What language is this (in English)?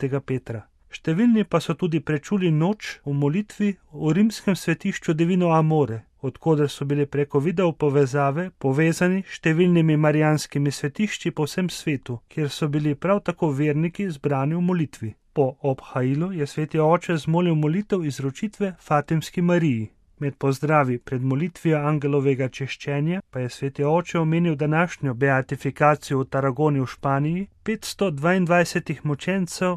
Slovenian